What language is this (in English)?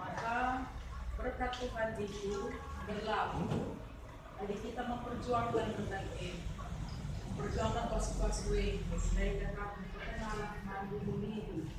Batak Karo